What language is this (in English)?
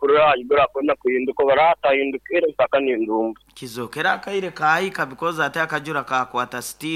Nyankole